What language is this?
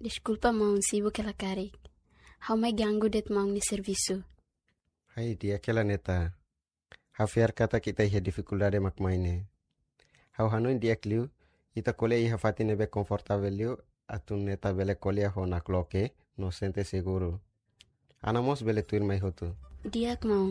Tetum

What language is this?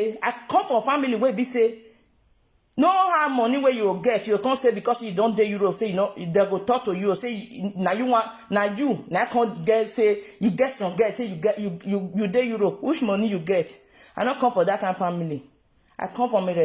Nigerian Pidgin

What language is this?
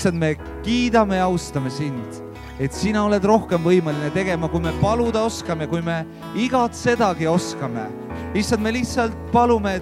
Estonian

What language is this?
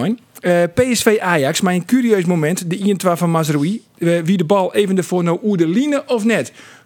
Western Frisian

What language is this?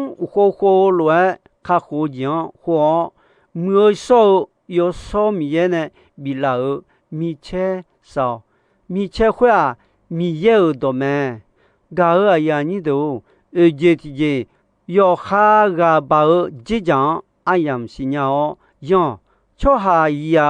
Akha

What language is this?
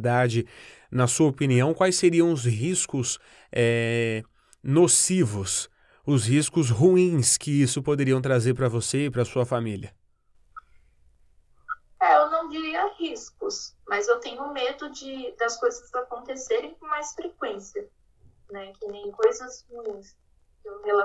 Portuguese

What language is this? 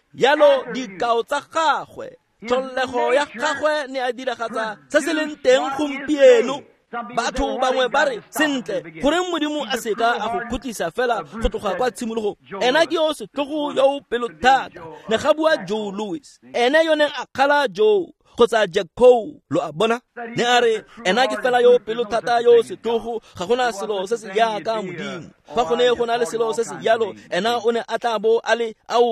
Tswana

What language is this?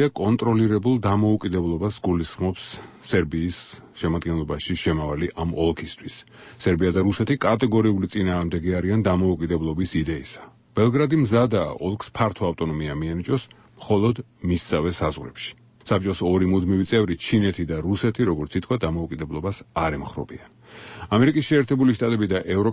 Georgian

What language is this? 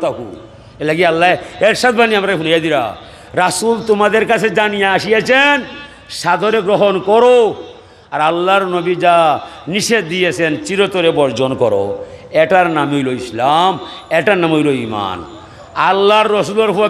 Sylheti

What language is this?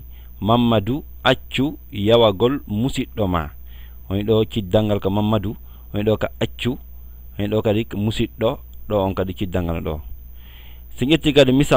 Fula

